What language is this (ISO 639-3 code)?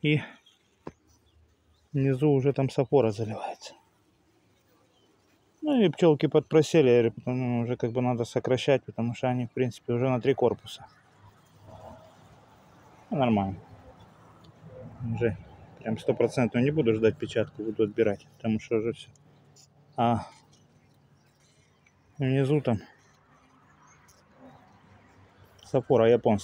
rus